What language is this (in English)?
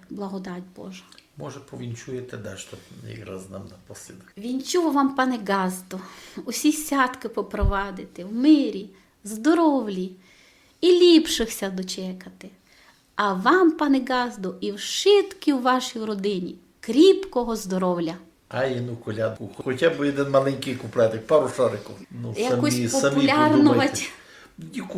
Rusyn